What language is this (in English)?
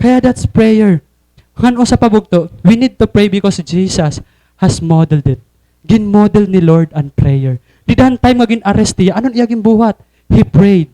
Waray